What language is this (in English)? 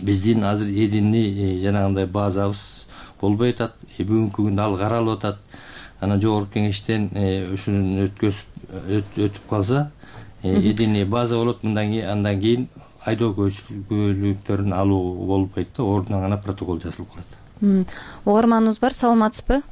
Kyrgyz